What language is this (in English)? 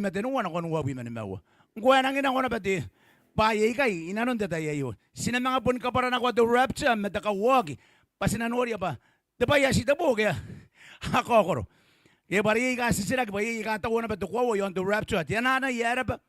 Gilbertese